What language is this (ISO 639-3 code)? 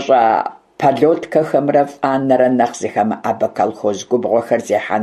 kbd